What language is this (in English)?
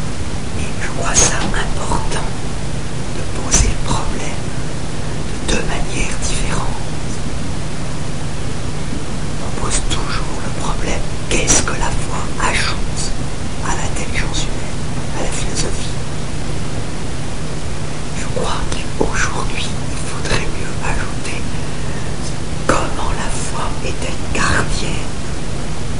French